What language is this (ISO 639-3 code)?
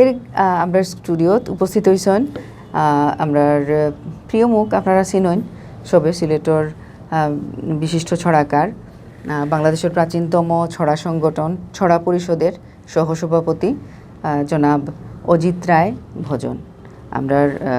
syl